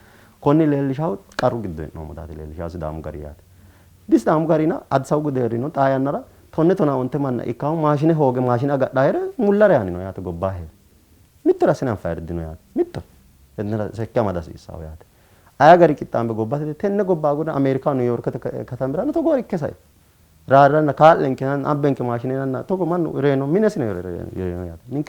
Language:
Sidamo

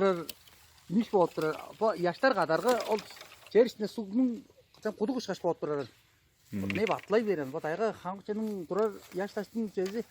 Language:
Tuvinian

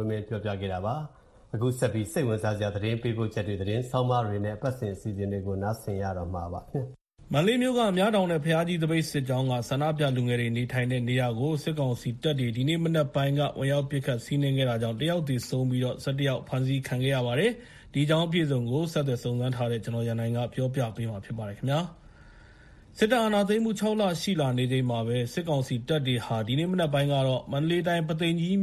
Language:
Burmese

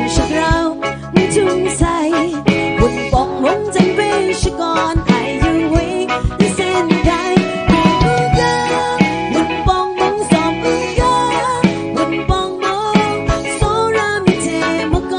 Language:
Kachin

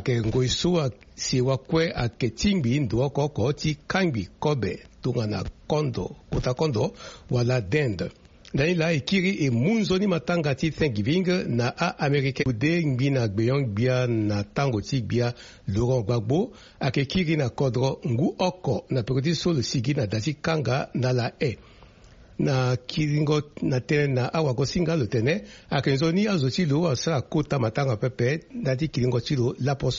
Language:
Sango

